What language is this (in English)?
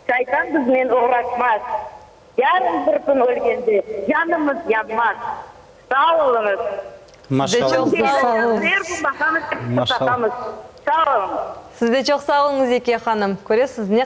Crimean Tatar